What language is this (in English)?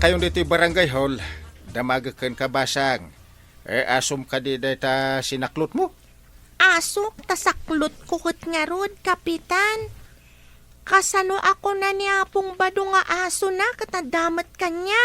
Iloko